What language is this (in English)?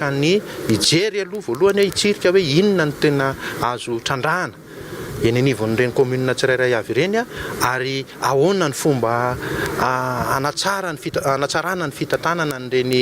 Malagasy